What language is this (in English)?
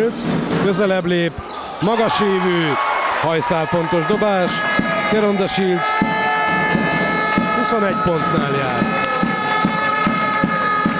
Hungarian